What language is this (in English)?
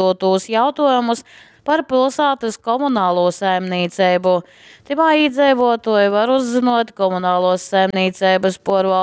Latgalian